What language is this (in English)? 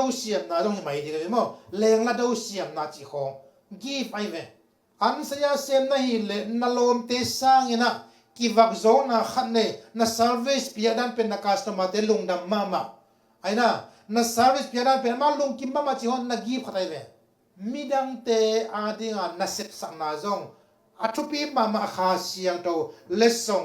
Tedim Chin